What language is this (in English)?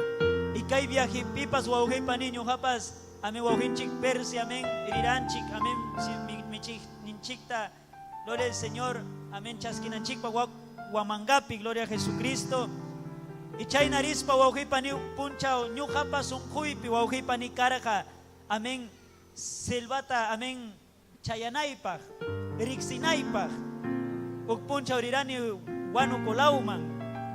Ayacucho Quechua